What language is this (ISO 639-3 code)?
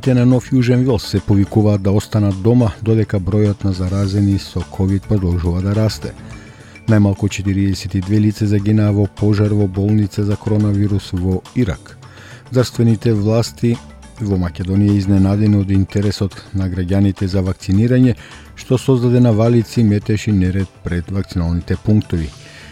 mkd